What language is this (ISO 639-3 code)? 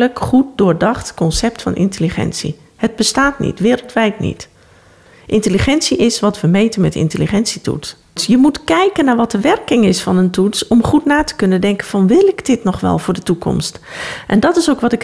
nld